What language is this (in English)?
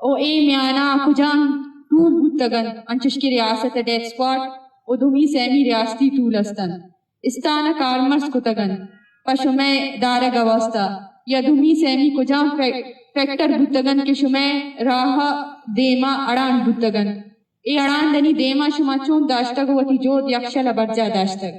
Eastern Balochi